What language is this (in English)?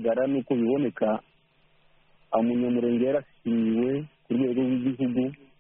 Kinyarwanda